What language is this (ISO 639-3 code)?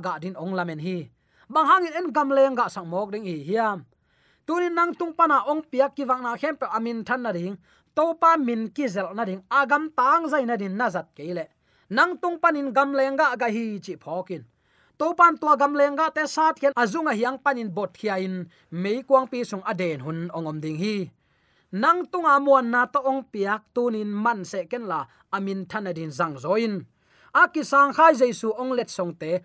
ctd